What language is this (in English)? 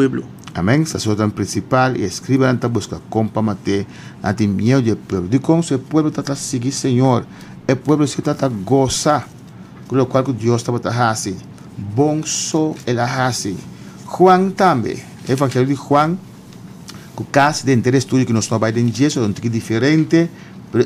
Papiamento